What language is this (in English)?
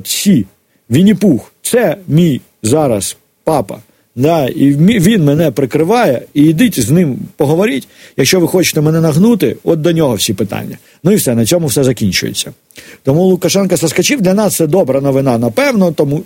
Ukrainian